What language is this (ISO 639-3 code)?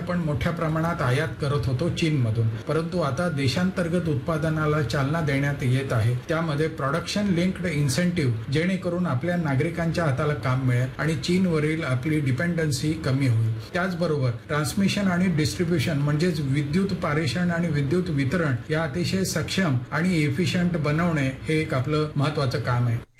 mar